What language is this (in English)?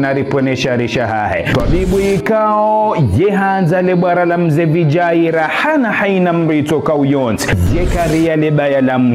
Ngazidja Comorian